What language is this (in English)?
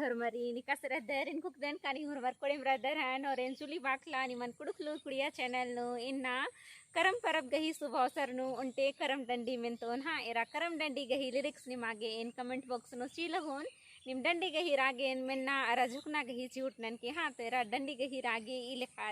Kurukh